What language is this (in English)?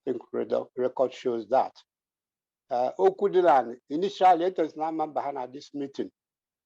Igbo